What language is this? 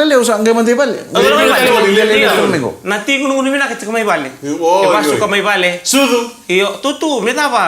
Fijian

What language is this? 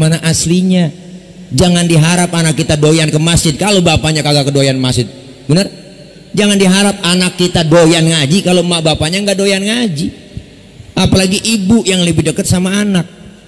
Betawi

